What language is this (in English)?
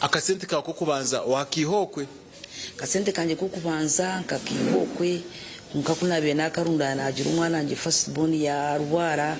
Nyankole